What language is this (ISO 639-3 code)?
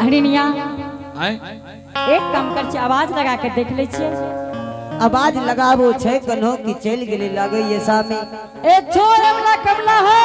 anp